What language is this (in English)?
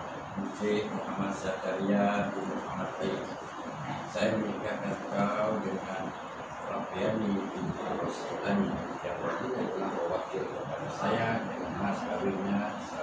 Malay